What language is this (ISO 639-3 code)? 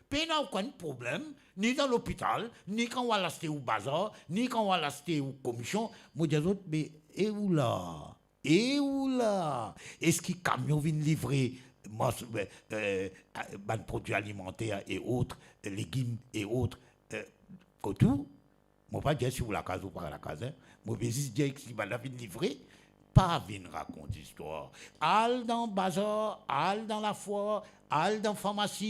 mfe